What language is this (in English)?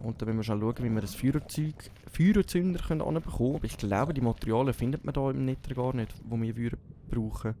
Swiss German